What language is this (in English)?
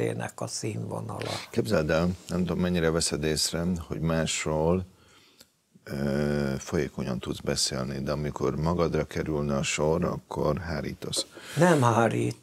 Hungarian